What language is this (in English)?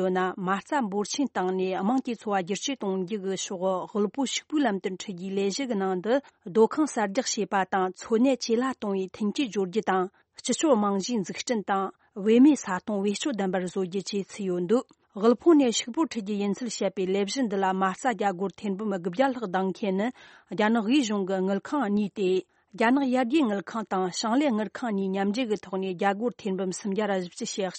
Tibetan